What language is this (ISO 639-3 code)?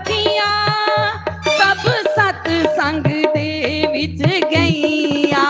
doi